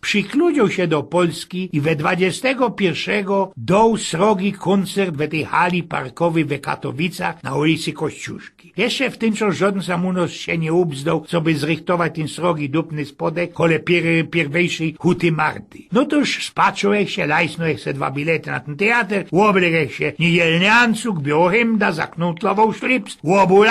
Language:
Silesian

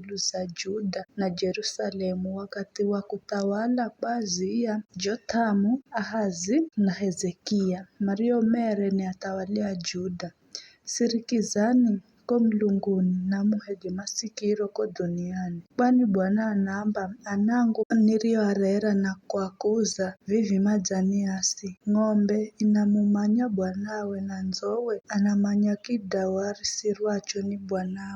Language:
Giryama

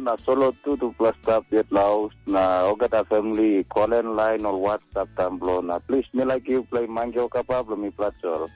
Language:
Tok Pisin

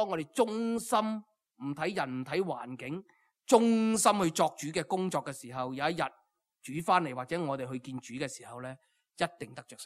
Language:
Cantonese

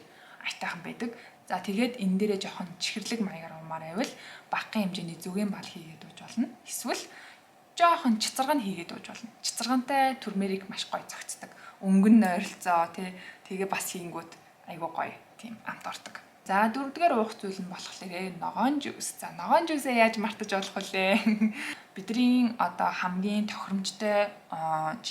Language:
Mongolian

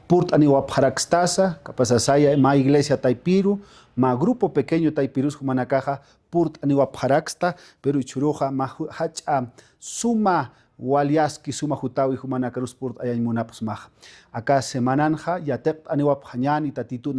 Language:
Aymara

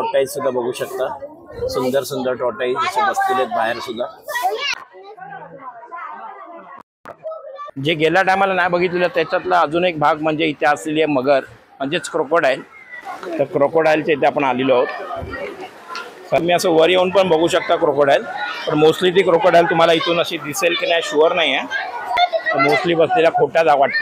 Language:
Marathi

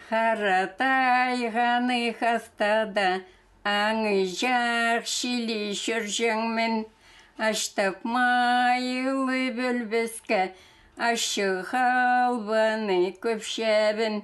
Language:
Khakas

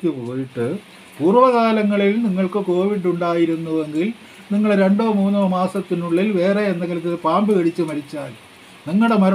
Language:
Malayalam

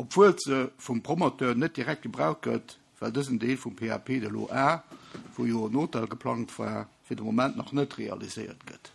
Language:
Luxembourgish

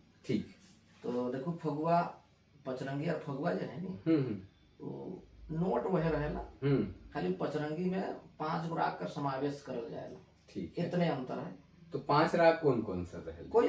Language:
Sadri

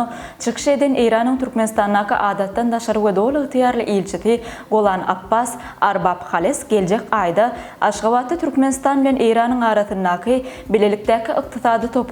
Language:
Turkmen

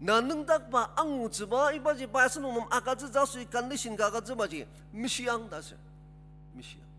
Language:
Ao Naga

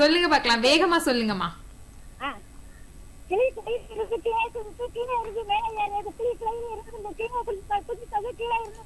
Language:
Tamil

